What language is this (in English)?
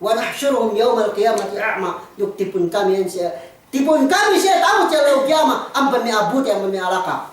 Yakan